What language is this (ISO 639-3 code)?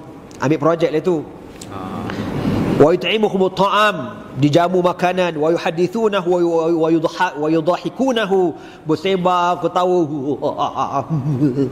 msa